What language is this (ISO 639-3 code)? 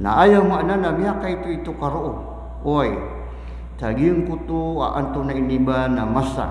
mrw